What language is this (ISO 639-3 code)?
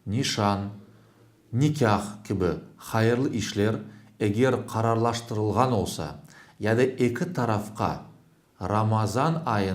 crh